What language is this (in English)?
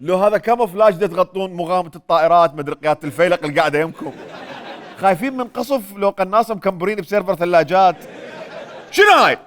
Mesopotamian Arabic